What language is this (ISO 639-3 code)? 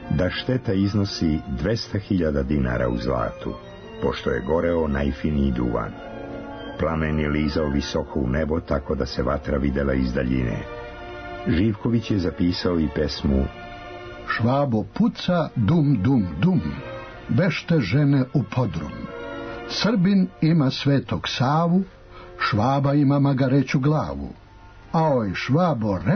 srp